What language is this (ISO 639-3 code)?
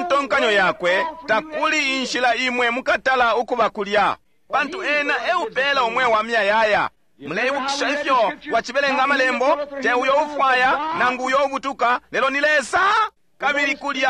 bem